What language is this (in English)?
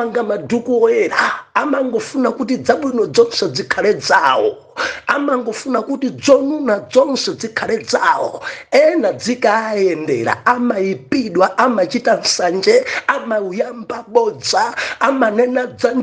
Nyanja